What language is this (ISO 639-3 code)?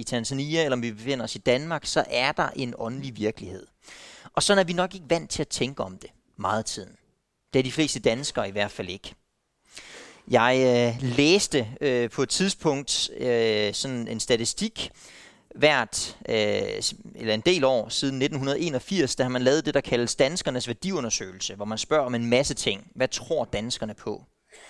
dan